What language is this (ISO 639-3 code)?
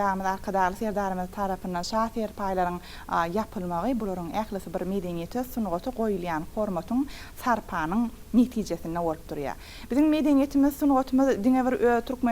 tuk